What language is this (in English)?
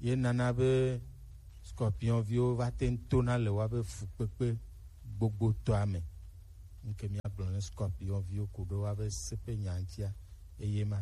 Gen